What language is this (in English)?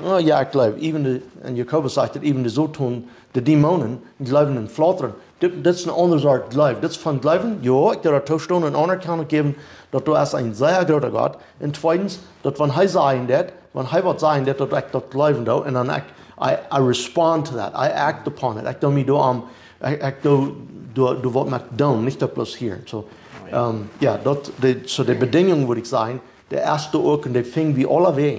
Plautdietsch